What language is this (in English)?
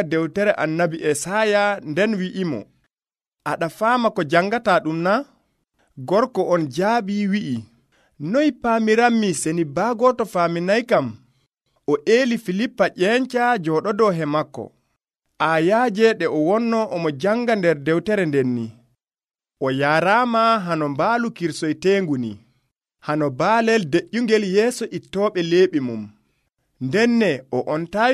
Nigerian Fulfulde